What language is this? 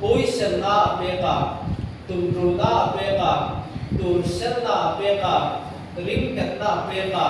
Hmar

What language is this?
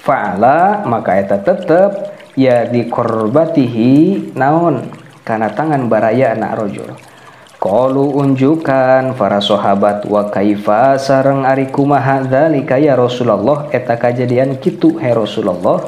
Sundanese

